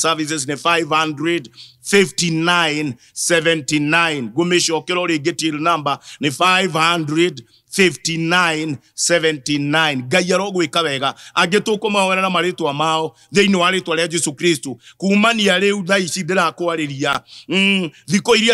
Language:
Kikuyu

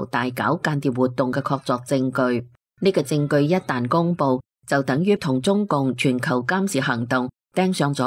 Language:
Cantonese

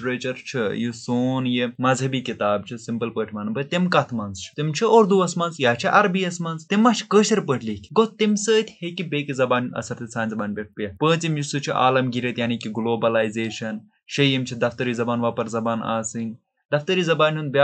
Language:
Kashmiri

